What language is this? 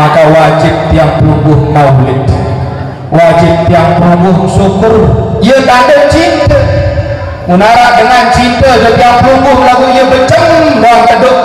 Sasak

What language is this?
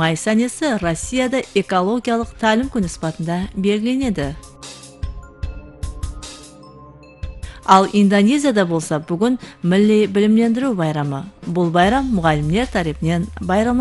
Kara-Kalpak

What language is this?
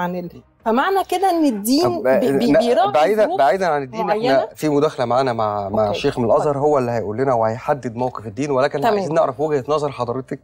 Egyptian Arabic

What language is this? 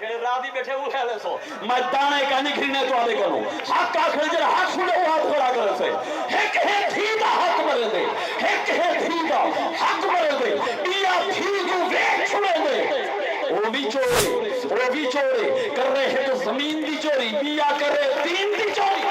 Saraiki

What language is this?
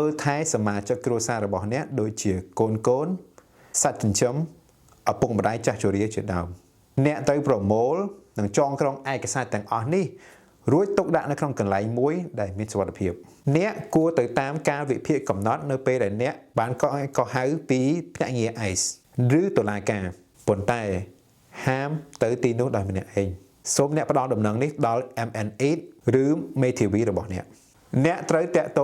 Khmer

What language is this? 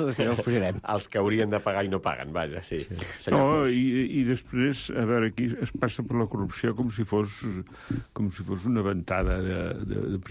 Catalan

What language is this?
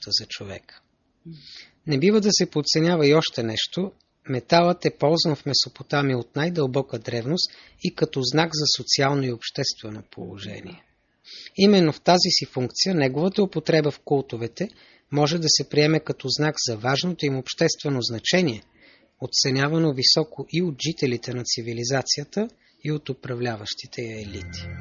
Bulgarian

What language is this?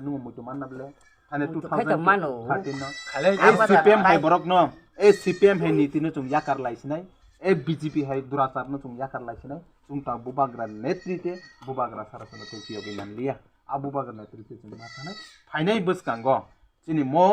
Kok Borok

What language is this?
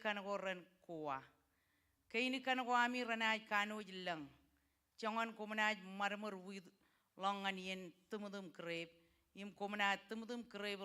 Marshallese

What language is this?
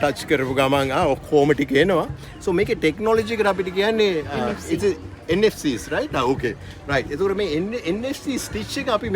Sinhala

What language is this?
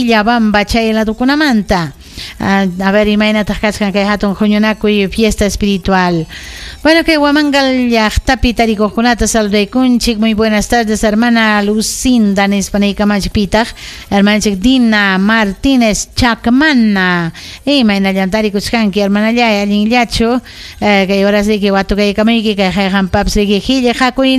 Ayacucho Quechua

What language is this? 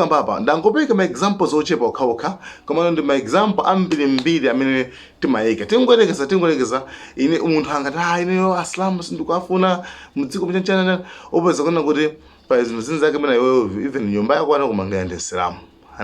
Nyanja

